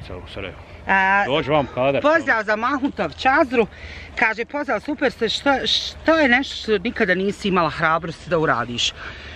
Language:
Bosnian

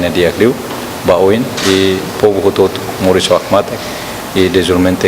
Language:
Tetum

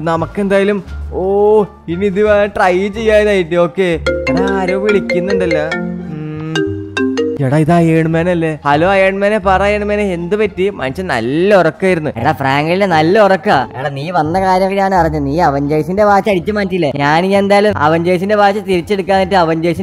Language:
Malayalam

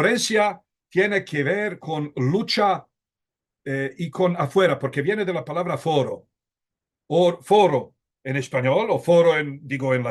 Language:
Ladino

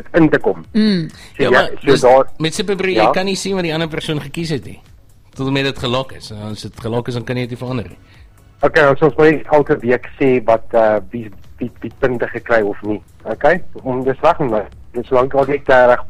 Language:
Afrikaans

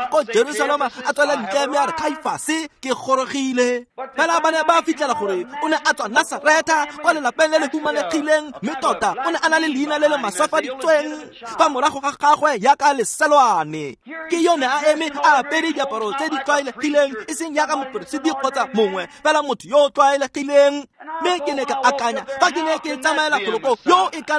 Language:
Tswana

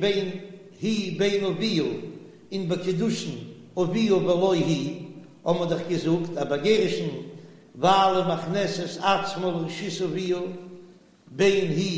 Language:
Yiddish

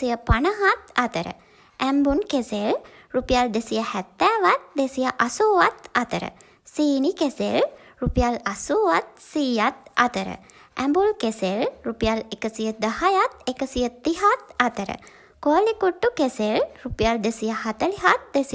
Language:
Sinhala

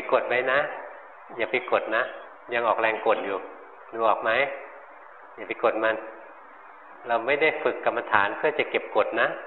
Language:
Thai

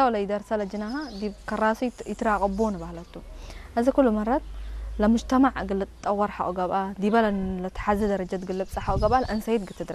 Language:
Tigre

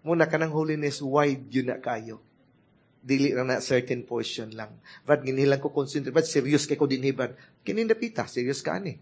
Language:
Cebuano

